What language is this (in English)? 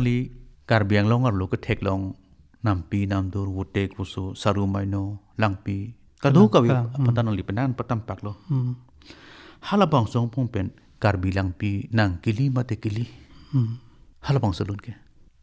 Karbi